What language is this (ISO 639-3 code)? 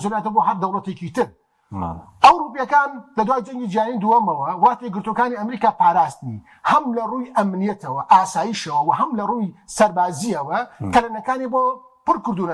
ckb